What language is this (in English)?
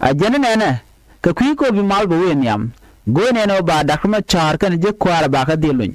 Nuer